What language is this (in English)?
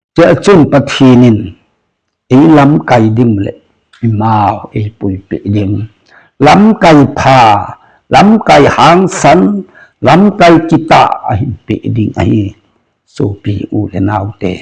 Thado Chin